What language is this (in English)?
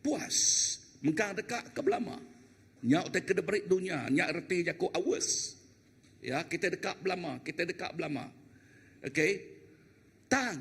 Iban